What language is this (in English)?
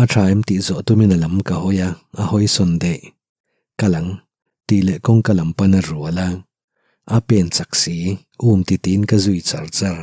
Mizo